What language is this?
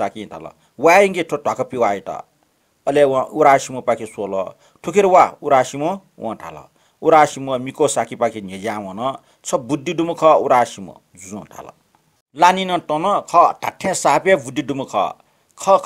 Newari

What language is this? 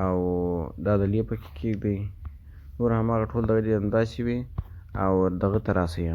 Pashto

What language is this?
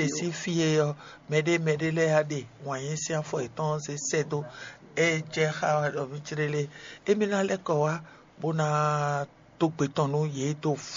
Fon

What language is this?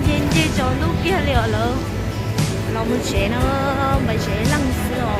Hmong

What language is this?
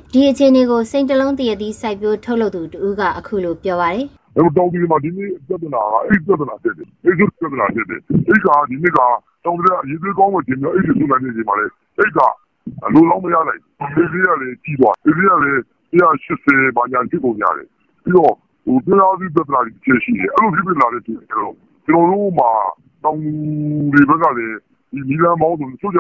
Burmese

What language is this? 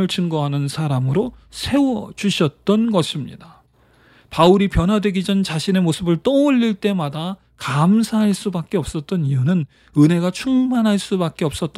Korean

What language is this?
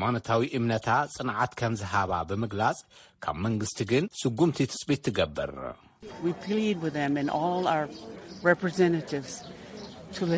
Tigrinya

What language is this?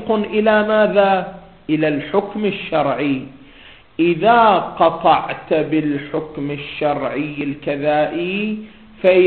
Arabic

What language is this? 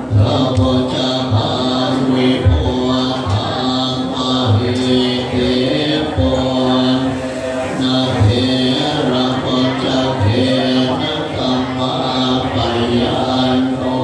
Pali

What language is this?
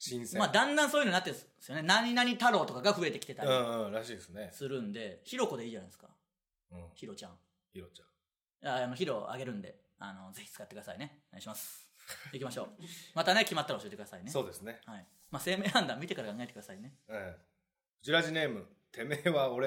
Japanese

